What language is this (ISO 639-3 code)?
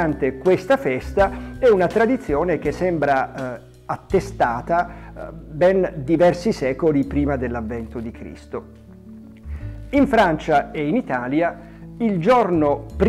ita